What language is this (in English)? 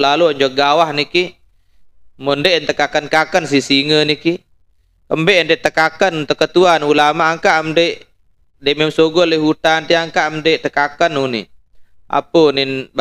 Sasak